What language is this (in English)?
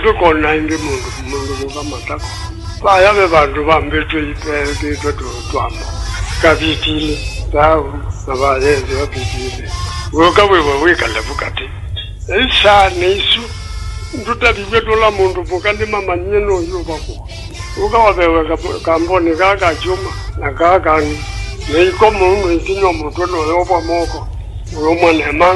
Kamba